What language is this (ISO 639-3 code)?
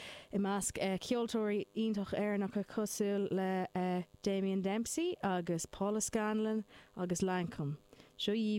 gle